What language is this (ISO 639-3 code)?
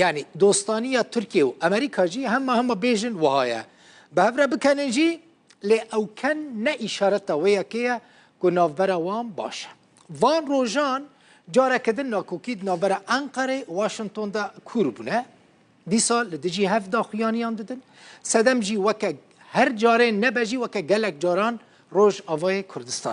kur